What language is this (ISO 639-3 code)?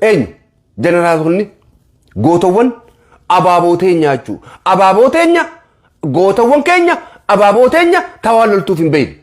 orm